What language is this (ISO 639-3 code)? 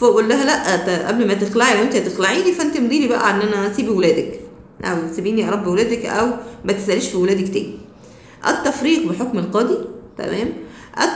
arz